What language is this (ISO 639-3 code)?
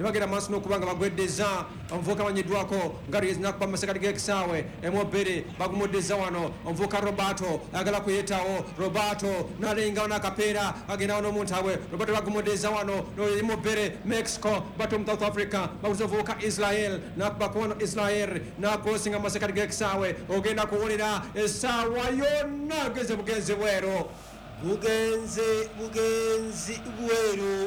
lug